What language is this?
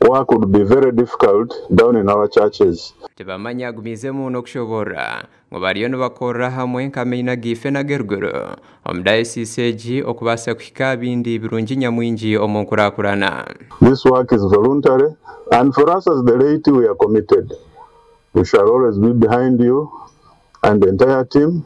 Nyankole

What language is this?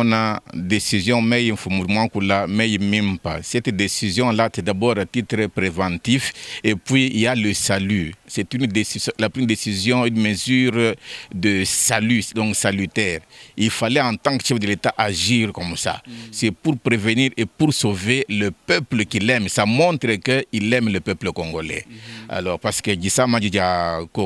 Luba-Lulua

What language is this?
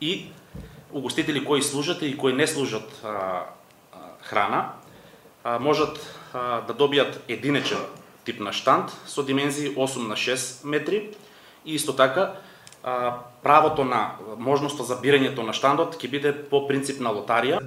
Macedonian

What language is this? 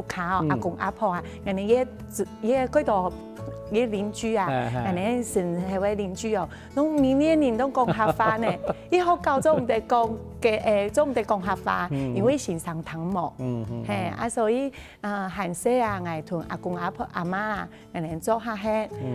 Hakka Chinese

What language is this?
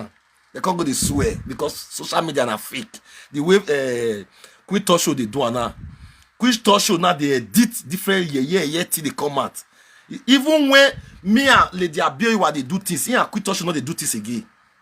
Nigerian Pidgin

